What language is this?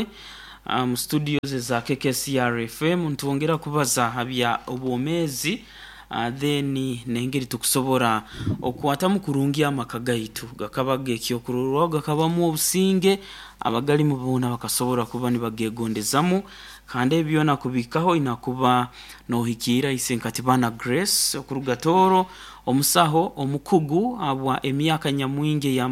Nyoro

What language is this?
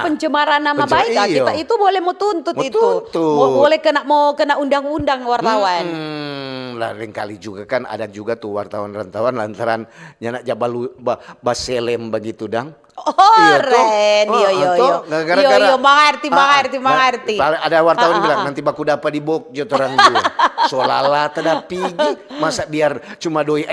Manado Malay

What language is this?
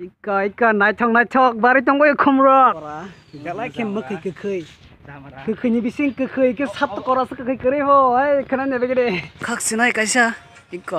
Kok Borok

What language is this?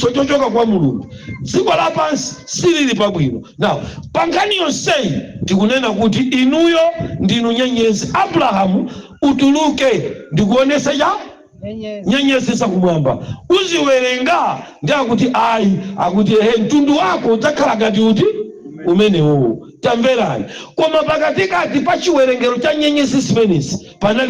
Nyanja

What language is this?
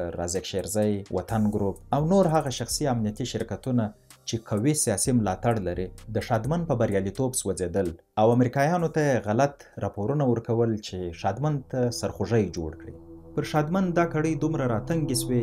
Pashto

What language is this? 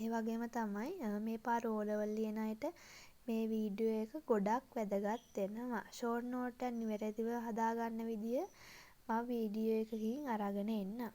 Sinhala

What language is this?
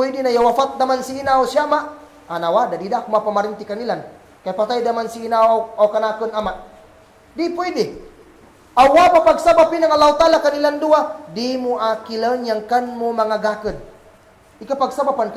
Kagan Kalagan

